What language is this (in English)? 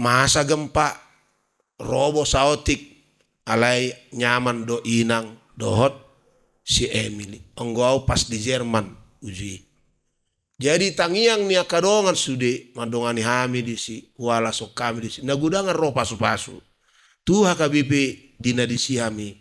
Batak Toba